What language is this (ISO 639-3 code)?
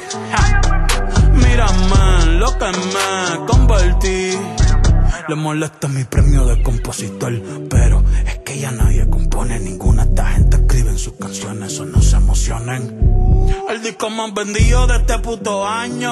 spa